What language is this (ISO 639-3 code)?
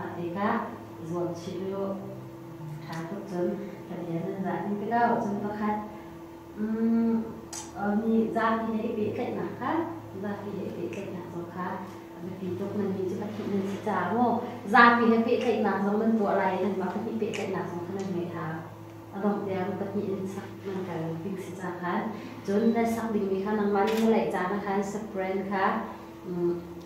cnh